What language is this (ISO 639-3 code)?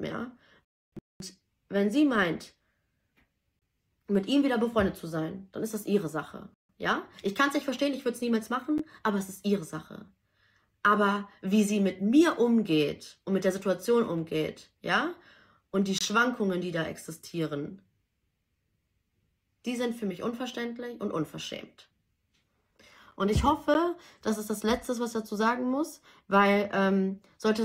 deu